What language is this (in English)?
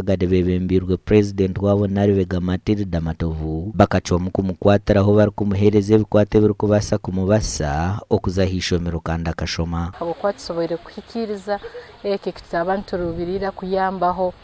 Nyankole